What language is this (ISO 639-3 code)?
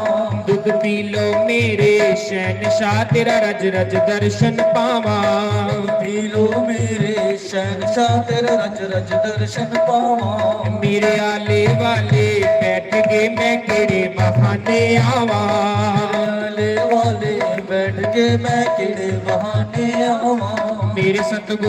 doi